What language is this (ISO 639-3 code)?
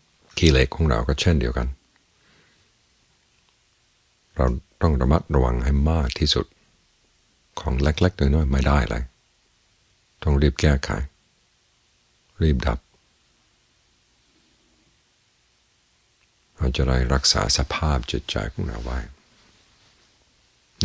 tha